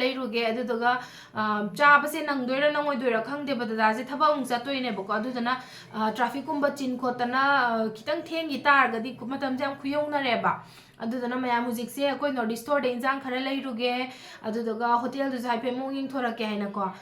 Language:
Manipuri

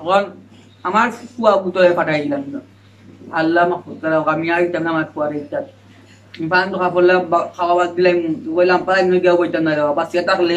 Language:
Sylheti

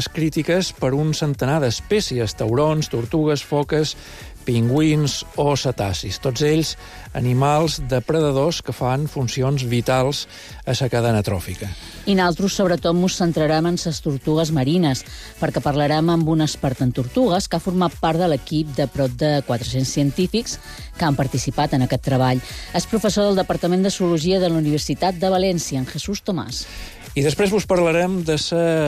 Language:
Catalan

